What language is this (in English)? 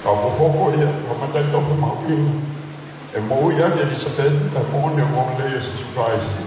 Tongan